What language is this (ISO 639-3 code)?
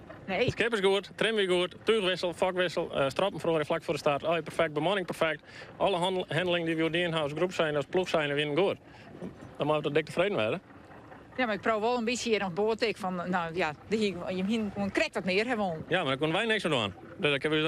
fry